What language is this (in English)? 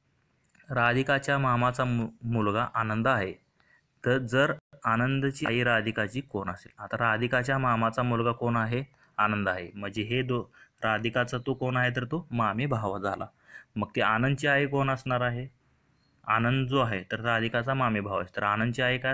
Marathi